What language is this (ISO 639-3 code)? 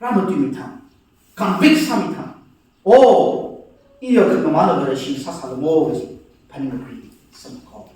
nmf